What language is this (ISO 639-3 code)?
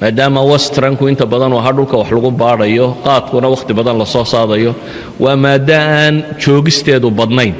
som